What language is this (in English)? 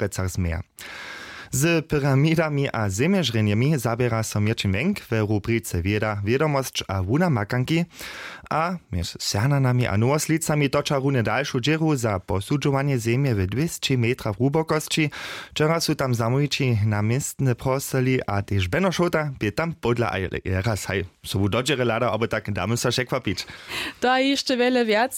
Upper Sorbian